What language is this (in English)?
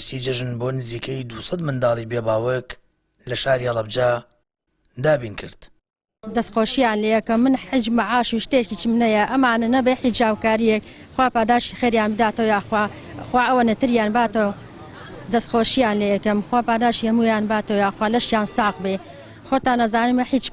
Central Kurdish